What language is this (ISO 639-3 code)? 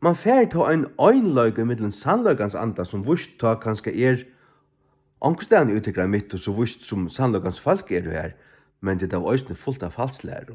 fao